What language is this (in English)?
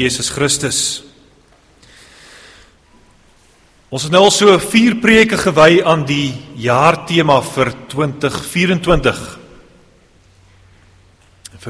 Afrikaans